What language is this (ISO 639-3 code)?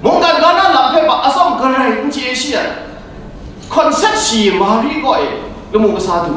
kac